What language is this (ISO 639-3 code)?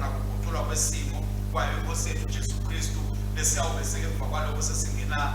ssw